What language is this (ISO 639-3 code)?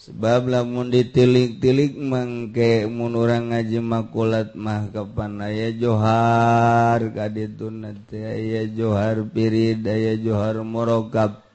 sun